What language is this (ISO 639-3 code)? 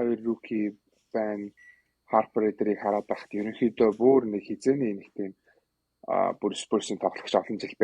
mon